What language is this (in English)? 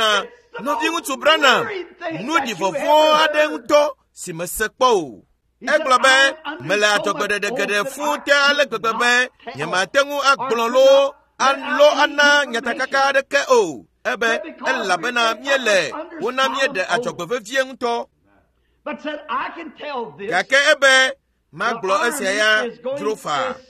Ewe